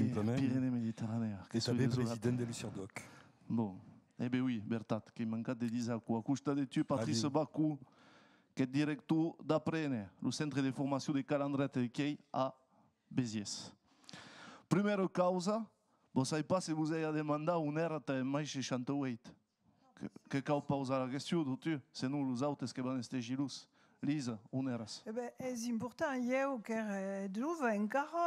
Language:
Occitan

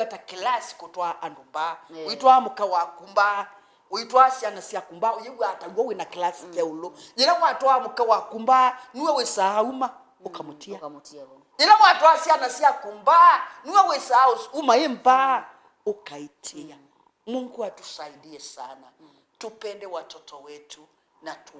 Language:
Kamba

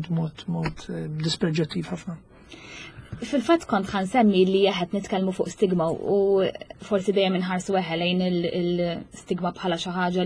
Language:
Maltese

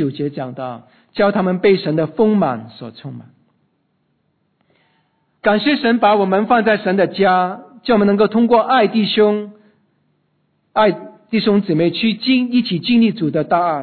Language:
Chinese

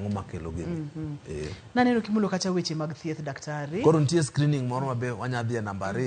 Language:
Luo (Kenya and Tanzania)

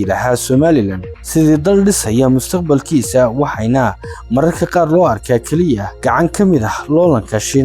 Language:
Somali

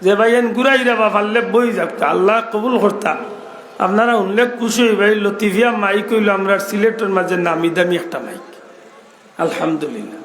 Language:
Sylheti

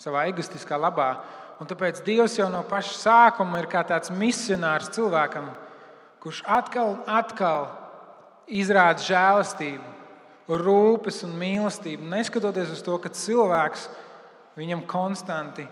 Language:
Latvian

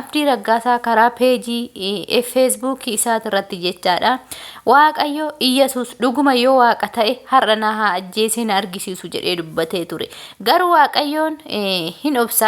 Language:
Oromo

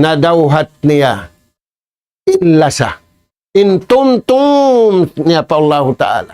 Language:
Tausug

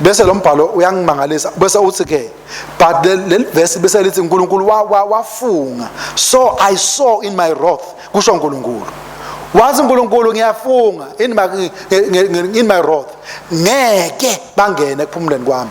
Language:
Swati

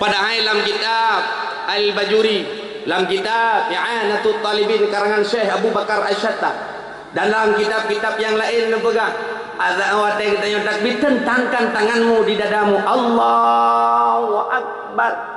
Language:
Achinese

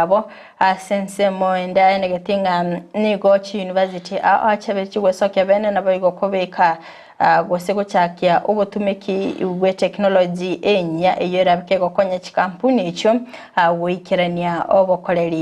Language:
Gusii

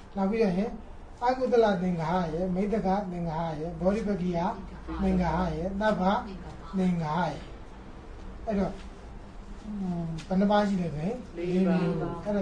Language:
Burmese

